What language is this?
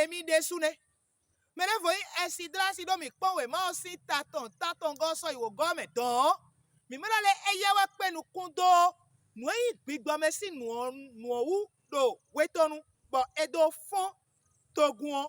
Fon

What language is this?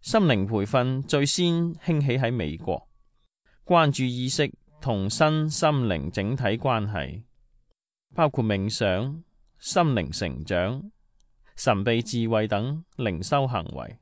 Cantonese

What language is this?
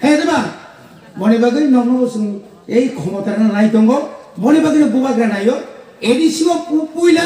Kok Borok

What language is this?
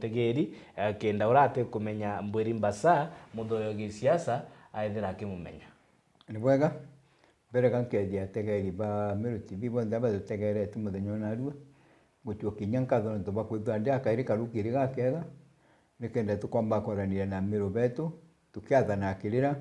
Meru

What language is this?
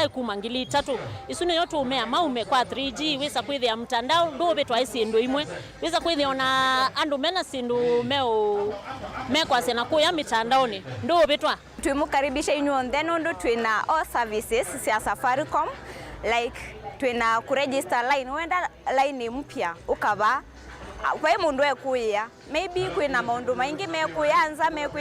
Kamba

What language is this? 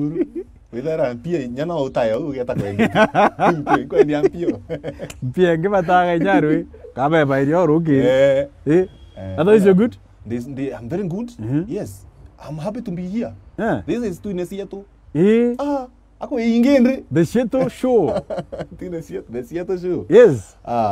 Gusii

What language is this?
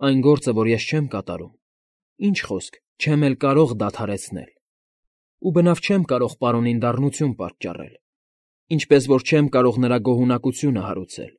Armenian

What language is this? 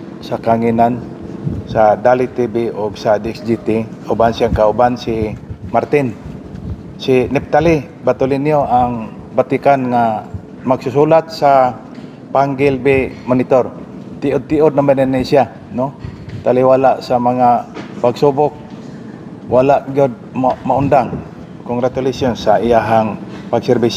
Cebuano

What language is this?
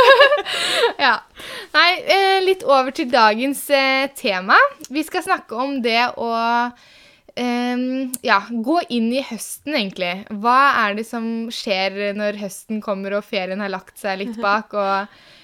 Norwegian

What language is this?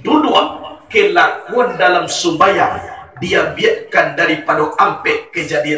Minangkabau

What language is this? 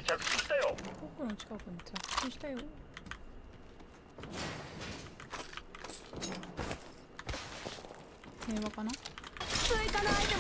Japanese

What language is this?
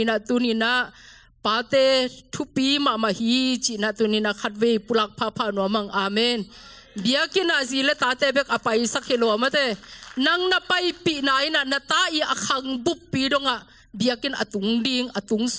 Tedim Chin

